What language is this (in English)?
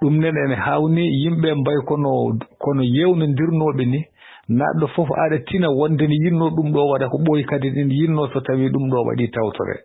Fula